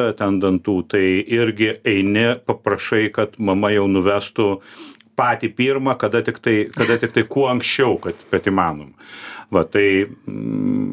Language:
Lithuanian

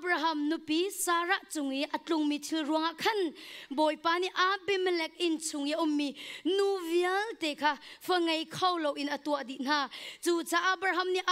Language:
Hakha Chin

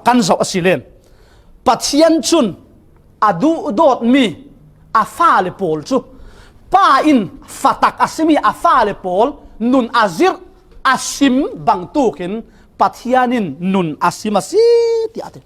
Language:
Falam Chin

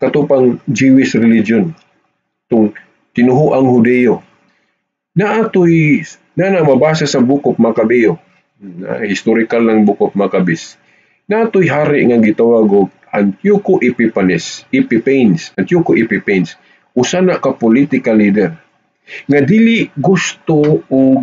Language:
Cebuano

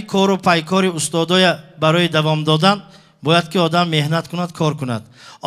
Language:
Tajik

